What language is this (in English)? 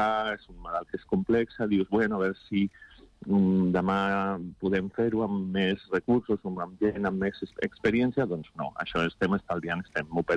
Catalan